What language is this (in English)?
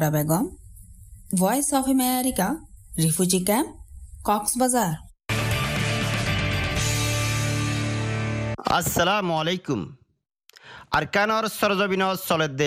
Bangla